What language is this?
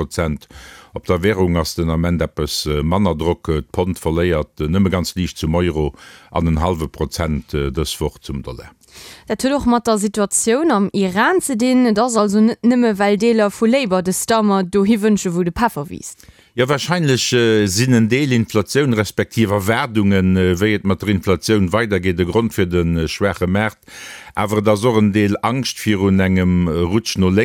Luxembourgish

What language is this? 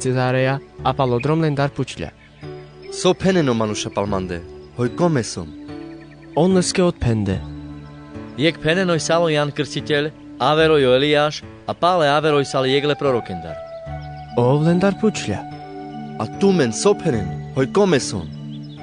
Carpathian Romani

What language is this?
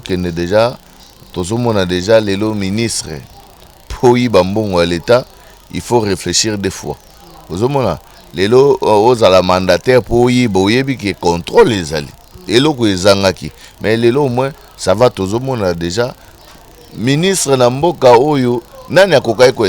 Lingala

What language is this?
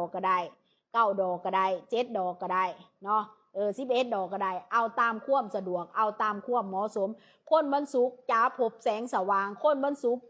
Lao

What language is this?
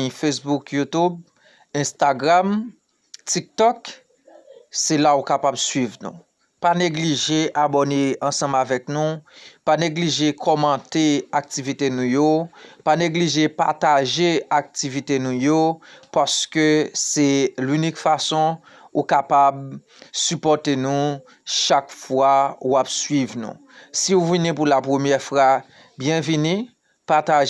Haitian Creole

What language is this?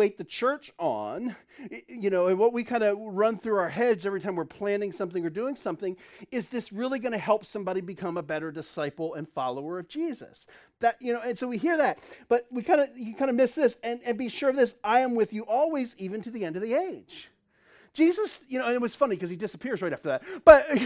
English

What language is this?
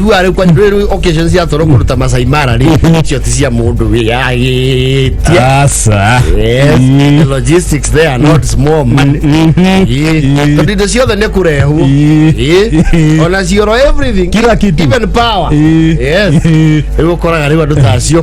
Kikuyu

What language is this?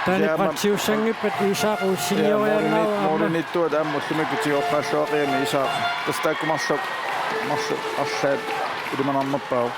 Kalaallisut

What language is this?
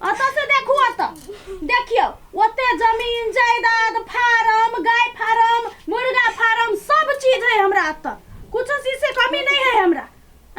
Maithili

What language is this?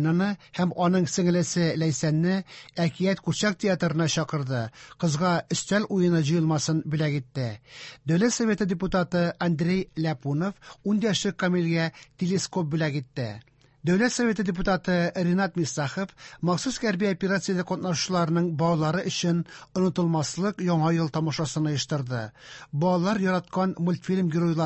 Tatar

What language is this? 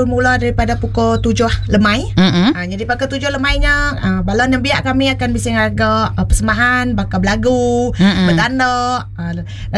Iban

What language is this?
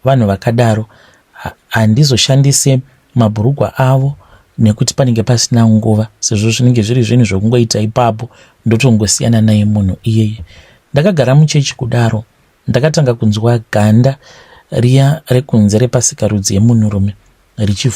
Shona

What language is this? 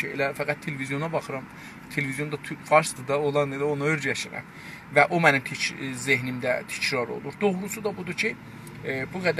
South Azerbaijani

